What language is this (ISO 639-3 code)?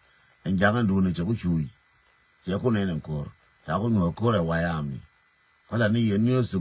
nus